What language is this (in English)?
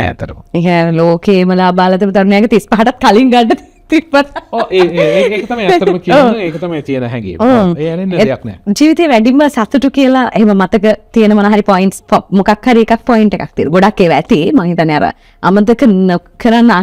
Sinhala